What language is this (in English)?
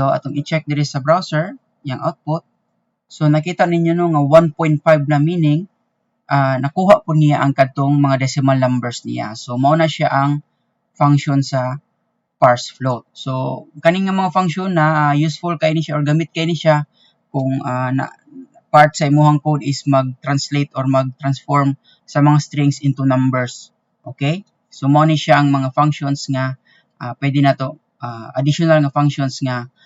Cebuano